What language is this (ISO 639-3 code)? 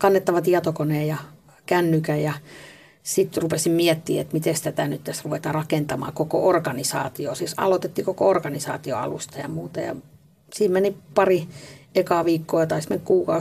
fin